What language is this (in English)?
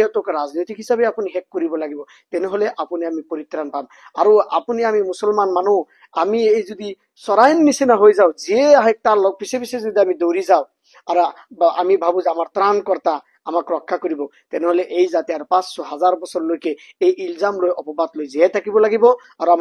Assamese